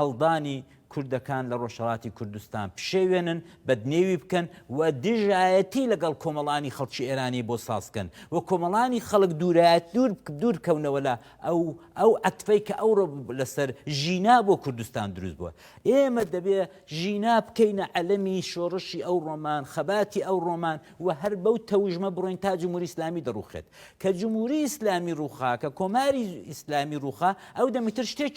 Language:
Central Kurdish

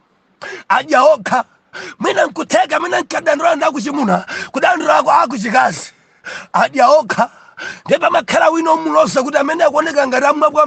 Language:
Nyanja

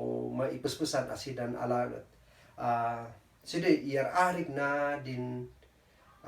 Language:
Kankanaey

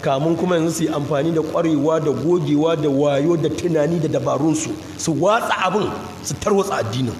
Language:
Hausa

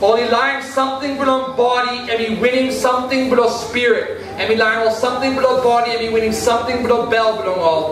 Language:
Tok Pisin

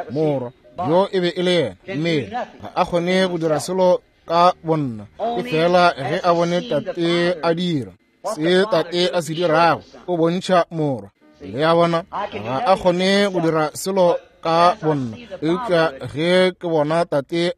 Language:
Northern Sotho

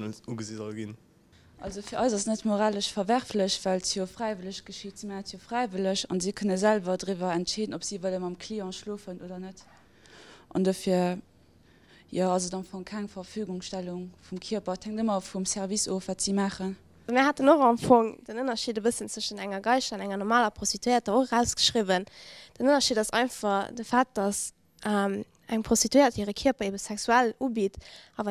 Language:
Luxembourgish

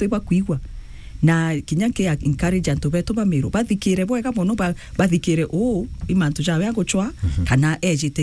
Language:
Meru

